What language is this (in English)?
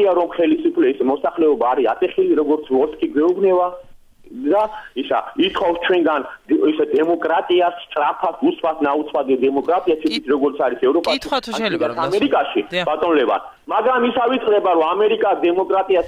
Georgian